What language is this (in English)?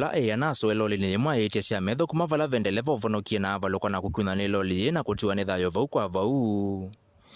Kamba